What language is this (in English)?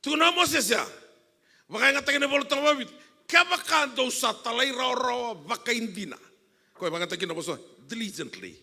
Fijian